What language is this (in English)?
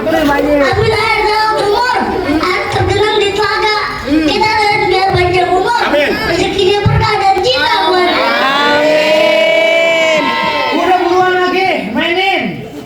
Betawi